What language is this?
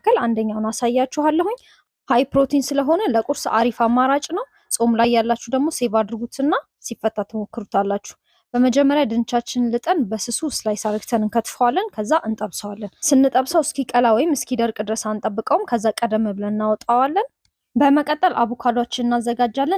Amharic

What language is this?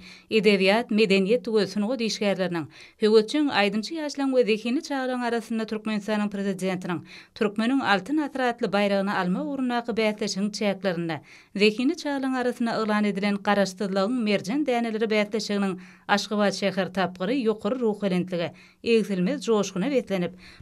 Turkmen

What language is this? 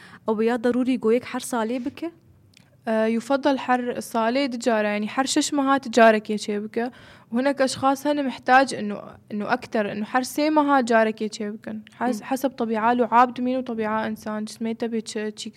North Levantine Arabic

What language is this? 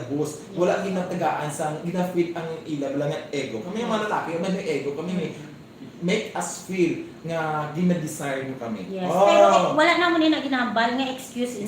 Hiligaynon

